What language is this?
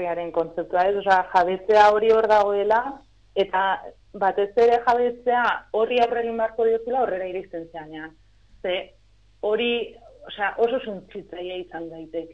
Basque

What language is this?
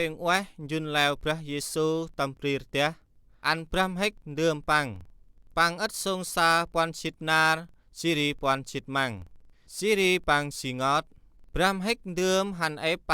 Central Mnong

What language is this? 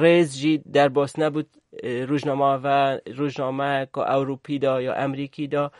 Kurdish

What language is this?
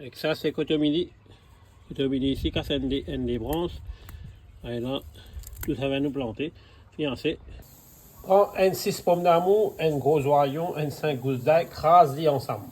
Morisyen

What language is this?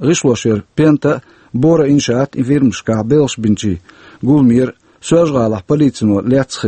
Chechen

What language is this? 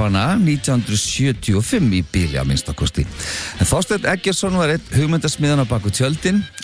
Icelandic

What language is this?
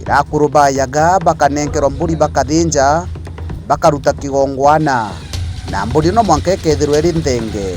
Meru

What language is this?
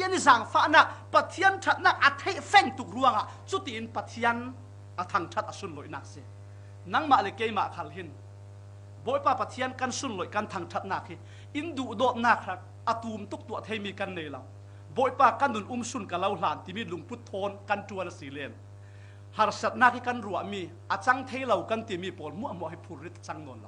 Falam Chin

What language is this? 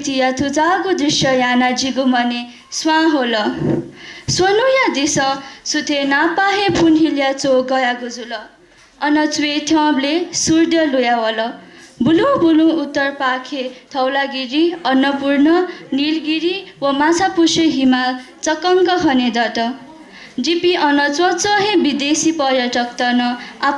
Newari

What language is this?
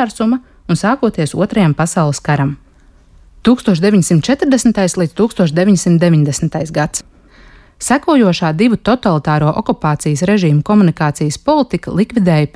Latvian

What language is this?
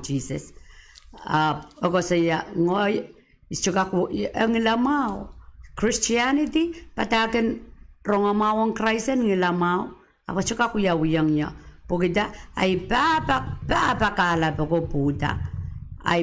Pohnpeian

